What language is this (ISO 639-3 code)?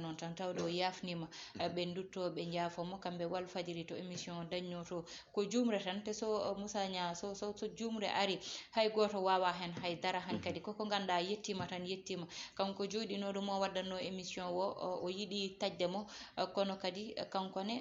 ful